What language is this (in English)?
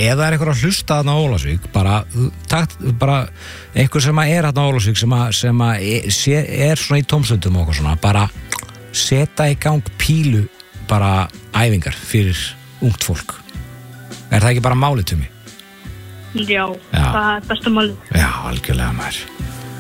Icelandic